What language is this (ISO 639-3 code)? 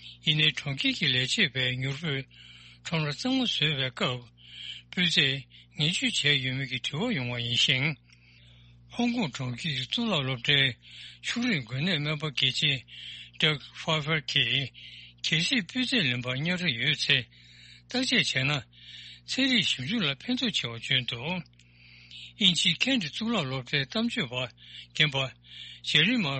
bod